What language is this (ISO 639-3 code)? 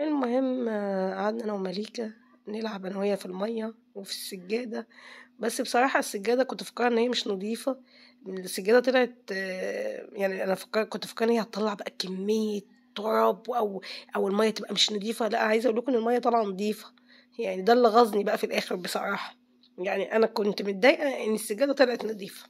arz